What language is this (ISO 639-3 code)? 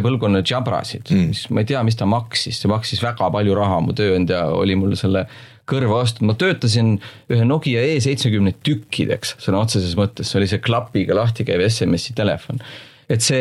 est